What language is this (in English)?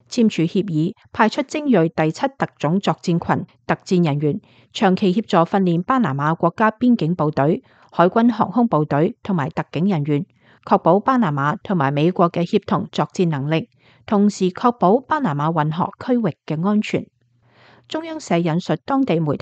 Cantonese